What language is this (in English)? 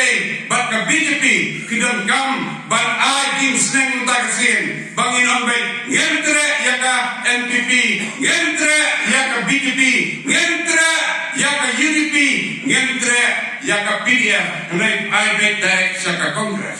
Khasi